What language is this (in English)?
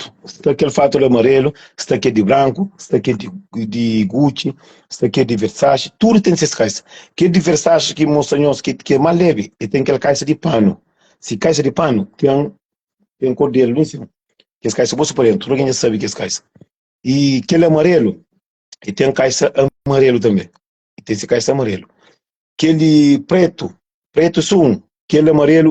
Kabuverdianu